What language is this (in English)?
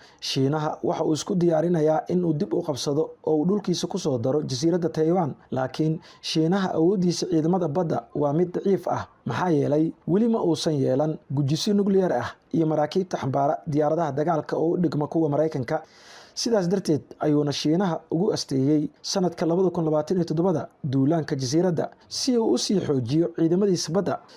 Somali